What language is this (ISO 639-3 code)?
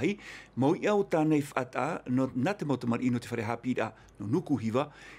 tah